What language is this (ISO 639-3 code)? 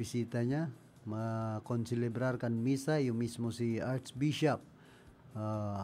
bik